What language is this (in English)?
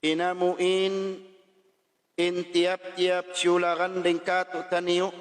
Tausug